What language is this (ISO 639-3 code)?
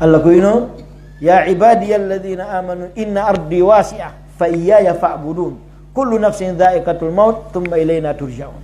fuf